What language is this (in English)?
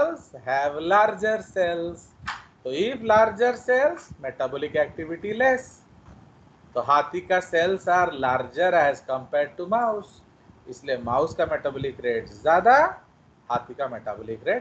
Hindi